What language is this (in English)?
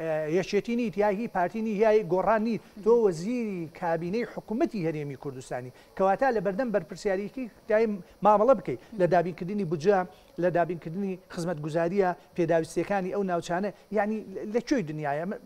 Central Kurdish